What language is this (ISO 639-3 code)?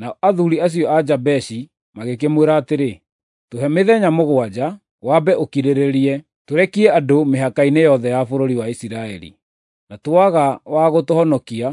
kik